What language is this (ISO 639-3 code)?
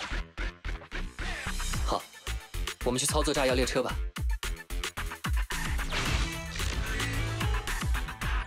zho